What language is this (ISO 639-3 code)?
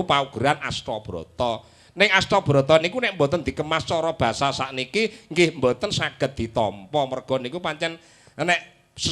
jav